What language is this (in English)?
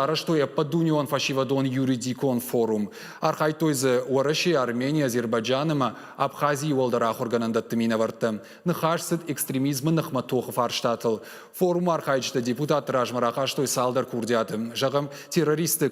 Ossetic